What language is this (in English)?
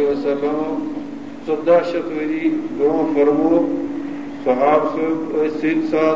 Kashmiri